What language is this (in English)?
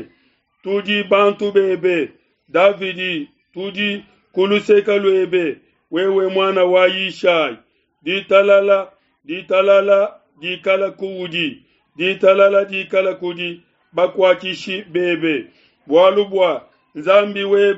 Luba-Lulua